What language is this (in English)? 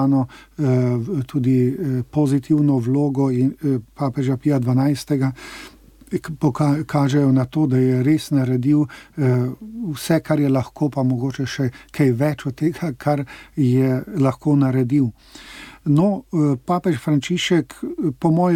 Slovenian